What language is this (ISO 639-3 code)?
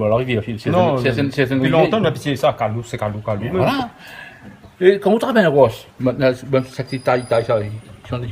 rcf